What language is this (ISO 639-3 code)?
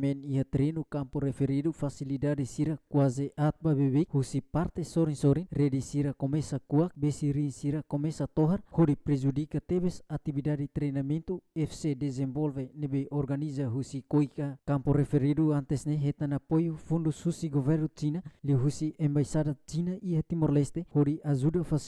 tet